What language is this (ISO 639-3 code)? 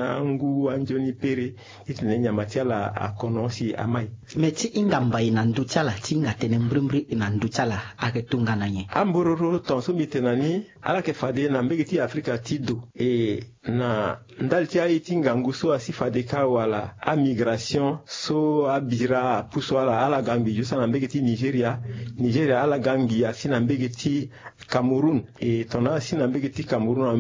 sag